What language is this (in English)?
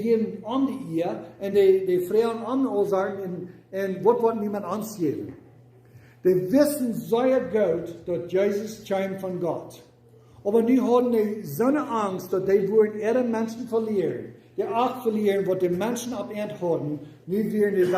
Plautdietsch